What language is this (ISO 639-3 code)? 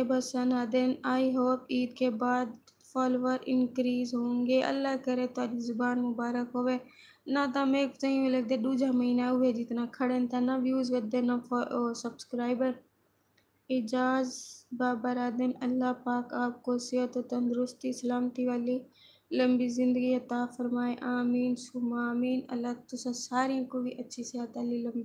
skr